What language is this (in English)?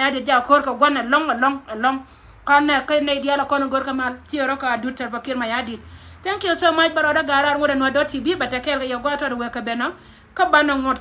Nuer